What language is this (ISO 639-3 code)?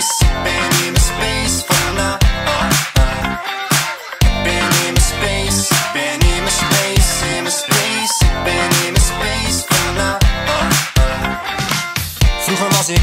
nld